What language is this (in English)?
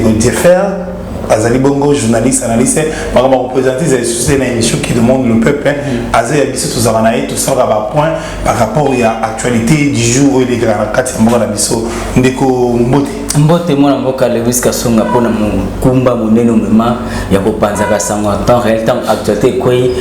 Lingala